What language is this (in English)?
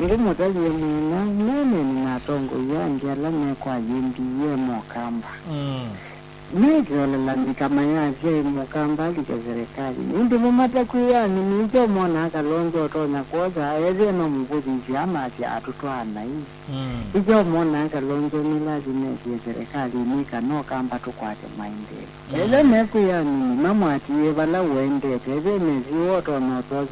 Kamba